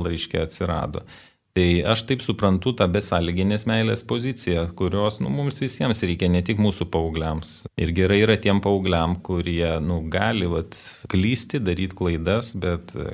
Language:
Lithuanian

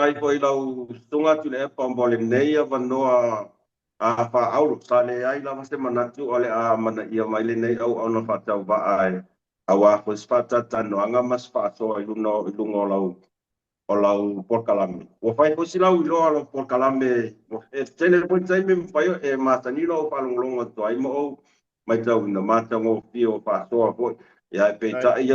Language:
Samoan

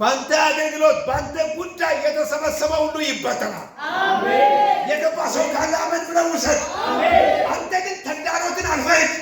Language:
Amharic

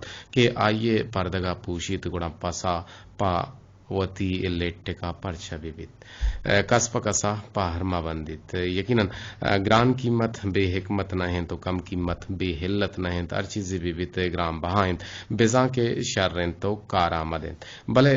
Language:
Eastern Balochi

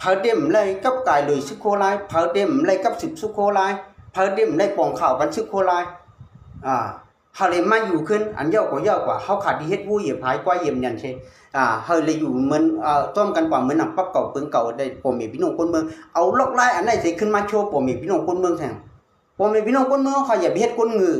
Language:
Shan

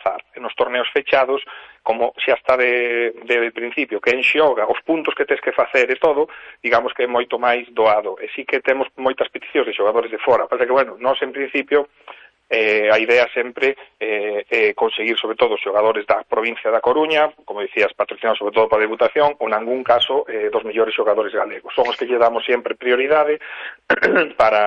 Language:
Galician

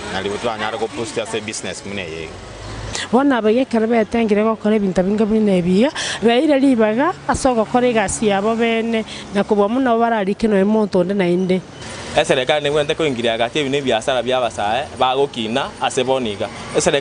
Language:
Gusii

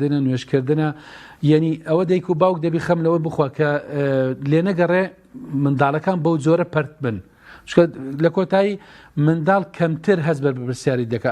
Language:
Central Kurdish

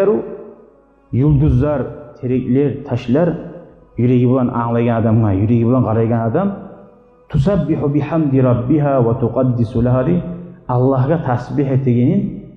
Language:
Kumyk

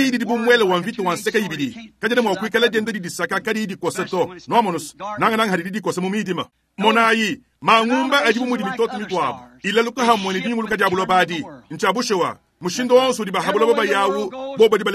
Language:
Luba-Lulua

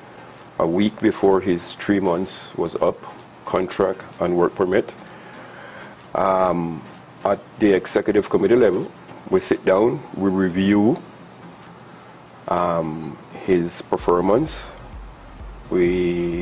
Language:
English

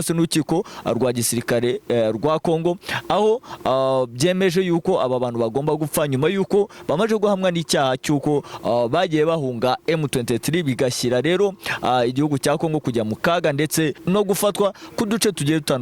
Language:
Kinyarwanda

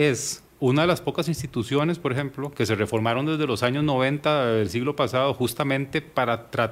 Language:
Spanish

